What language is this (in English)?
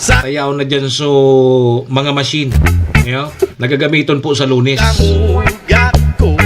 Bikol